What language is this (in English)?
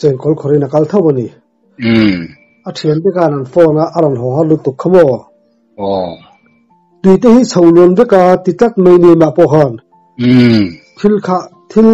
Mizo